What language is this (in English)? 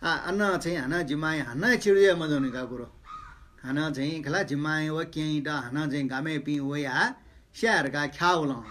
Newari